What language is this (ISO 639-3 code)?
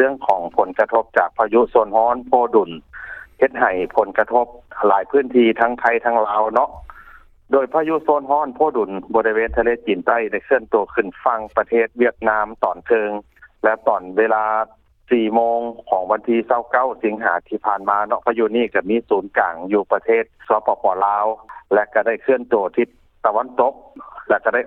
lao